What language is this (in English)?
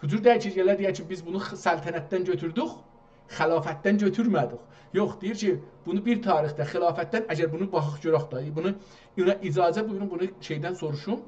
South Azerbaijani